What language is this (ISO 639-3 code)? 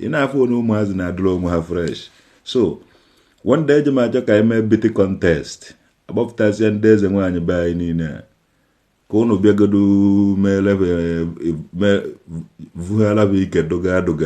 ibo